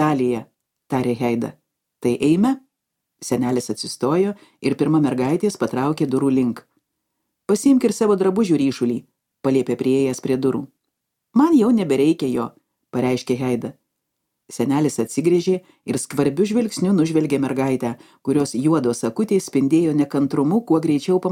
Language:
Lithuanian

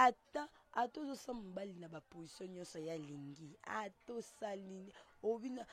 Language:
Lingala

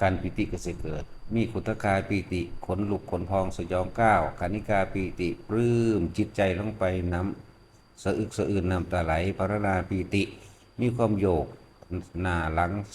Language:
Northeastern Thai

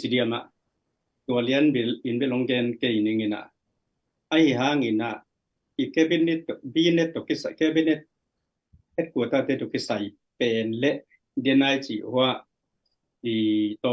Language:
Tedim Chin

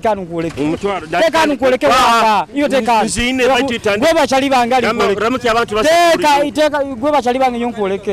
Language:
Nyoro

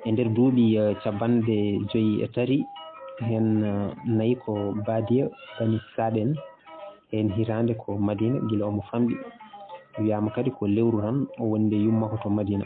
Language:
Fula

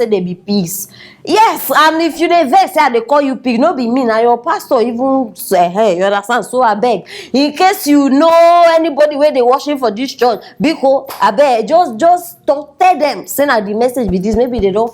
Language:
Nigerian Pidgin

